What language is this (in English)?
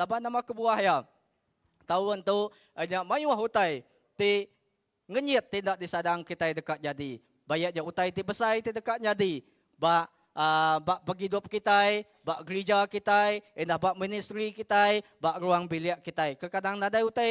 Iban